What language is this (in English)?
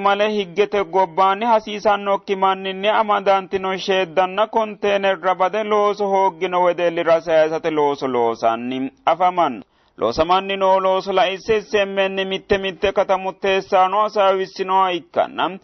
Sidamo